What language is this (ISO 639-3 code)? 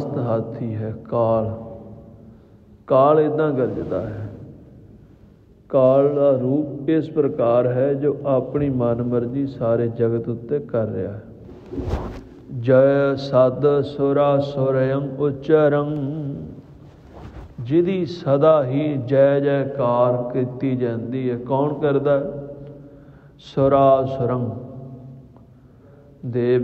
pan